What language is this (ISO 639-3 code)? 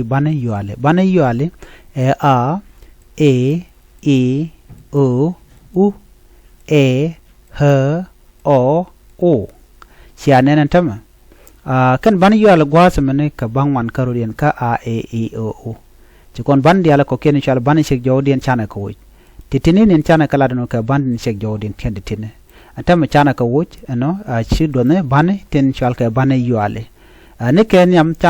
nus